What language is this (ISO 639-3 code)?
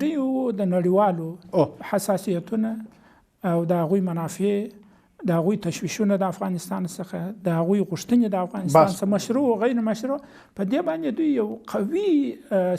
pus